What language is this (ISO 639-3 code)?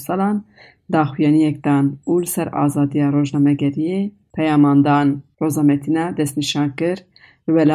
kur